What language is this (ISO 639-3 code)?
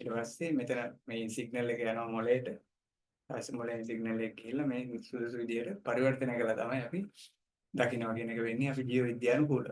sin